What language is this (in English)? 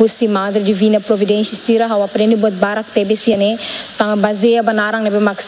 Tetum